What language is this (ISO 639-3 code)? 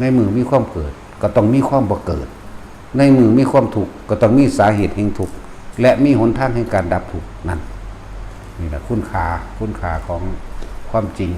tts